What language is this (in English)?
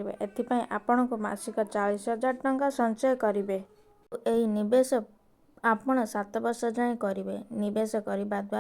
Odia